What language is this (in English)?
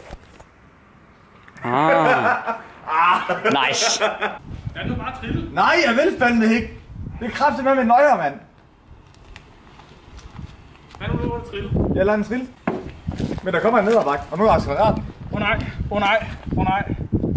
Danish